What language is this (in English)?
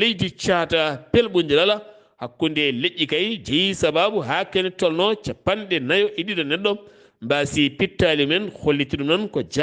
Fula